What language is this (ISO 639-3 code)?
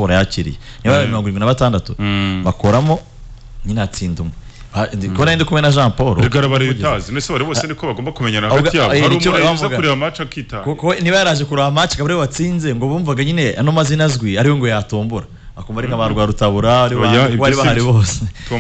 kin